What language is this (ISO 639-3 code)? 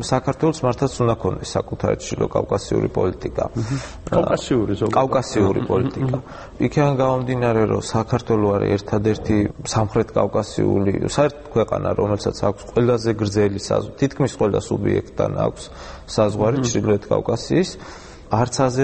kat